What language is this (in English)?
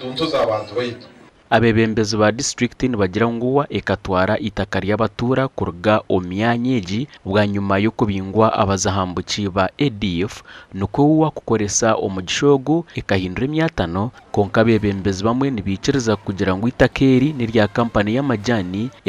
Nyankole